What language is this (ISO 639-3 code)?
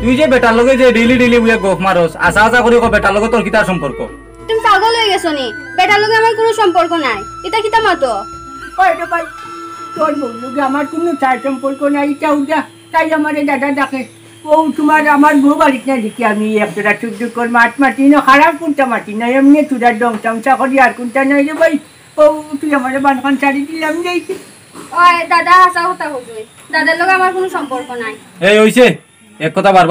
syl